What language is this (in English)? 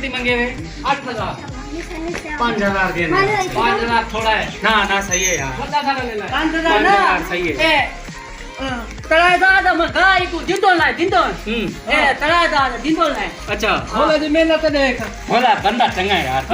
Saraiki